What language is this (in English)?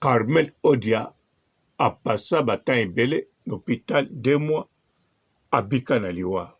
Lingala